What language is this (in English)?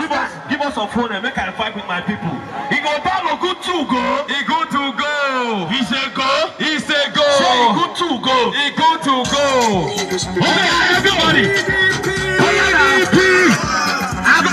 Nigerian Pidgin